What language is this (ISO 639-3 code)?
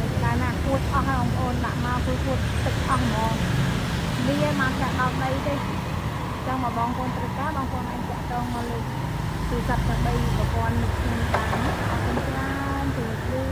khm